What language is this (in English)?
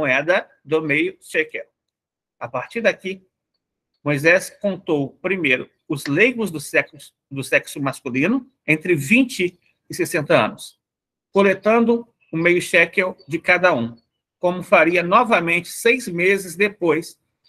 Portuguese